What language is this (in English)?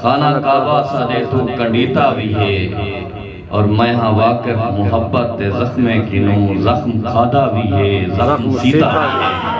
Saraiki